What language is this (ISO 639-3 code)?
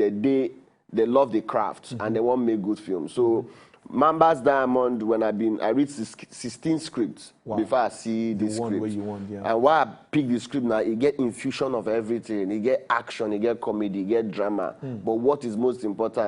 pcm